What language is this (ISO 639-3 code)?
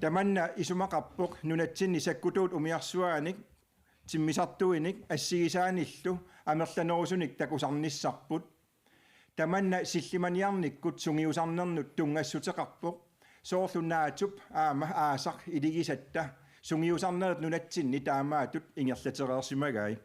kal